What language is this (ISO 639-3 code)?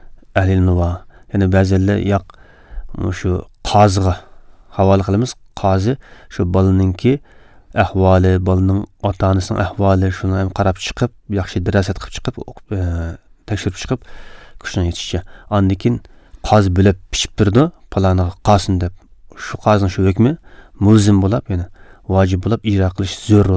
uig